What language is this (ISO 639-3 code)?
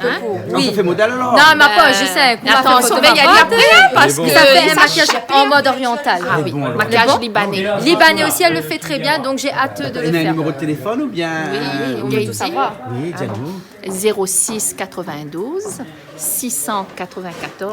rcf